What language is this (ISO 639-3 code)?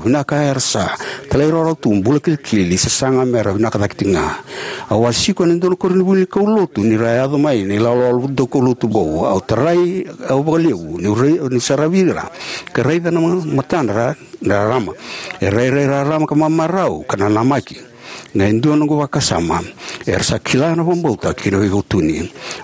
fij